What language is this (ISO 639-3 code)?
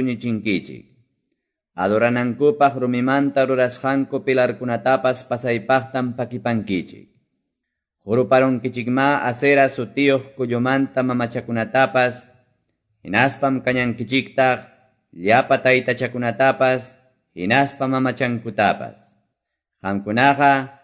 quy